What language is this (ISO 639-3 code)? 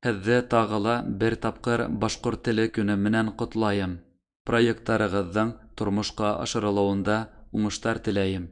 bak